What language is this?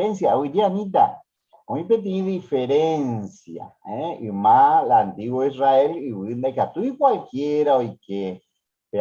Guarani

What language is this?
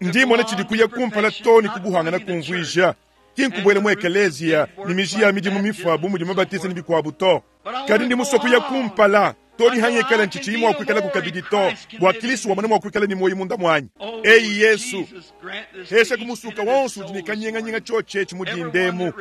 Luba-Lulua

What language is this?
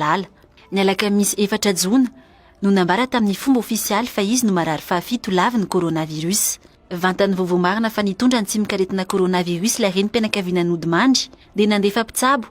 Malagasy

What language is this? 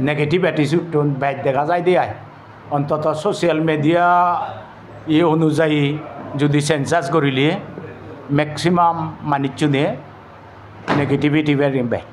Chakma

